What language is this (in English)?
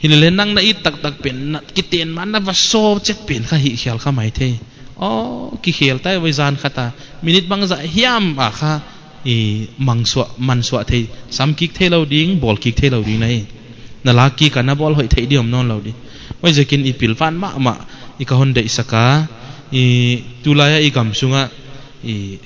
Paite Chin